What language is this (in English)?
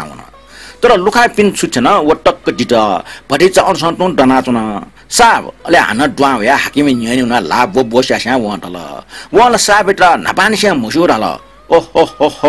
Newari